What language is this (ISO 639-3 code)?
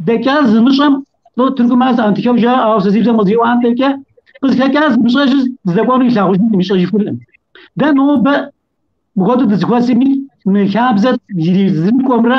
kbd